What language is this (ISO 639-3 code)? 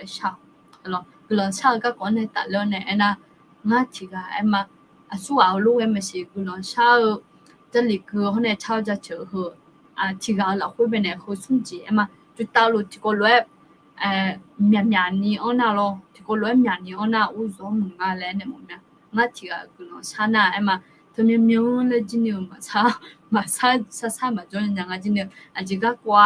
ahk